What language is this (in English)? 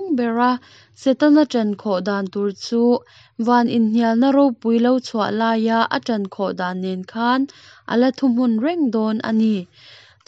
Mizo